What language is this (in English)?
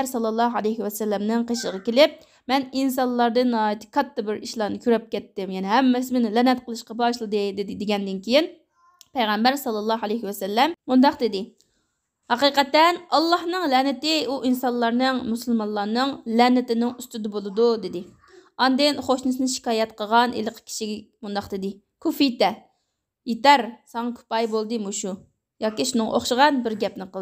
Uyghur